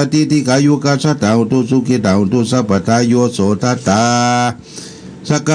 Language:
Pali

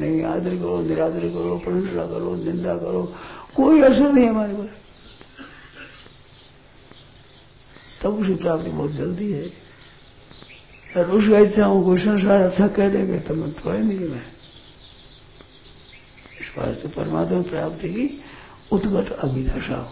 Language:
Hindi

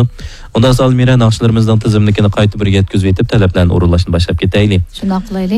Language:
Uyghur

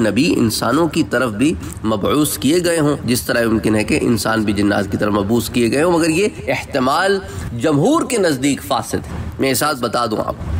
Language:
Urdu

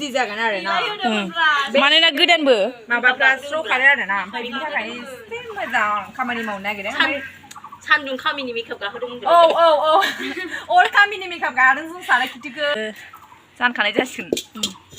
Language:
Bodo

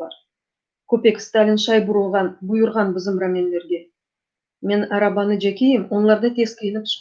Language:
Crimean Tatar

